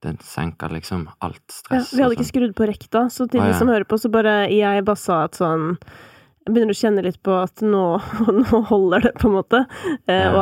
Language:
Norwegian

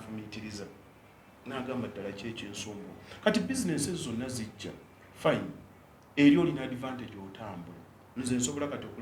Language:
Ganda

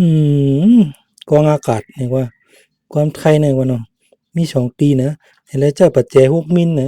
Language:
Shan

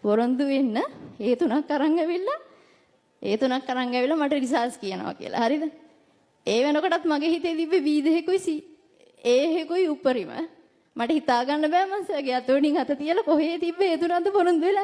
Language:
Sinhala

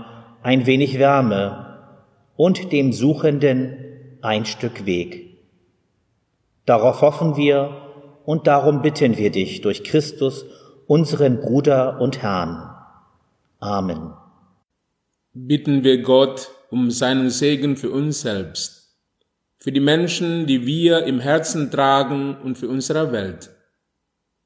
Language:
German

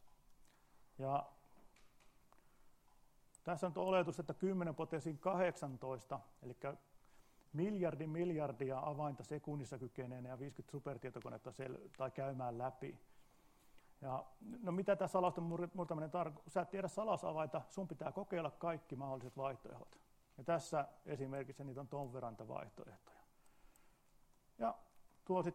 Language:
Finnish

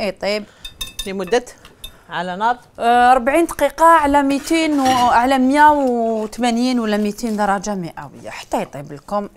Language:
Algerian Arabic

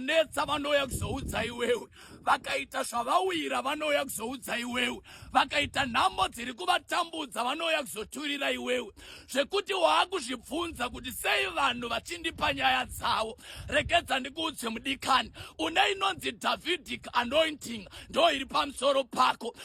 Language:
Shona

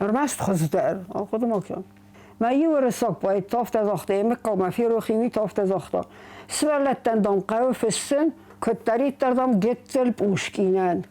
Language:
Ossetic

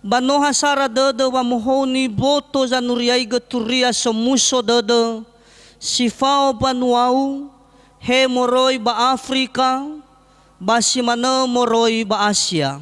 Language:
Nias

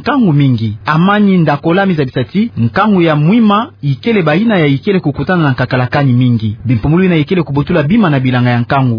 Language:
Kituba (Democratic Republic of Congo)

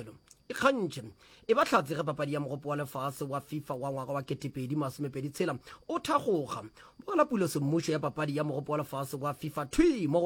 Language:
Northern Sotho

